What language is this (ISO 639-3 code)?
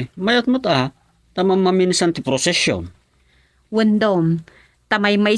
ilo